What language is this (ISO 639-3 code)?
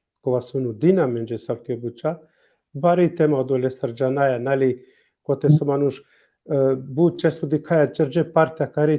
rmn